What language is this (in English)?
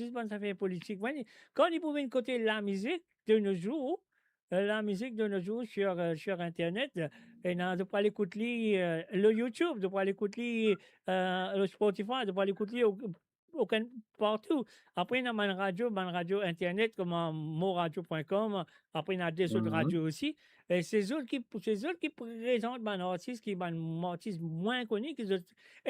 Morisyen